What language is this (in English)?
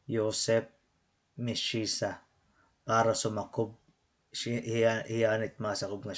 Waray